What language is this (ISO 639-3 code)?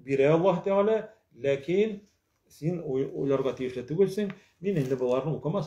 tat